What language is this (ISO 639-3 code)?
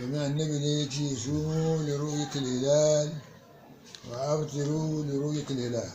hau